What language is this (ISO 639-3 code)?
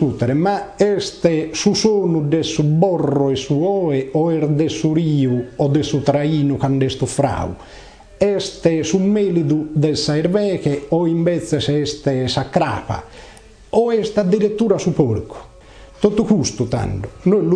srd